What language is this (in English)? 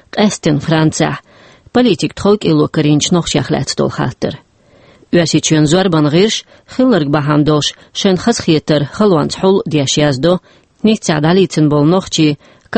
Chechen